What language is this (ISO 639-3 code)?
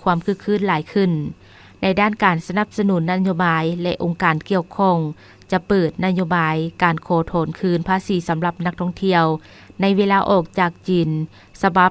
lao